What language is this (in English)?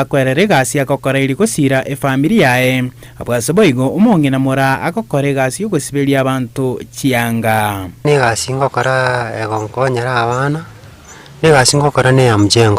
Gusii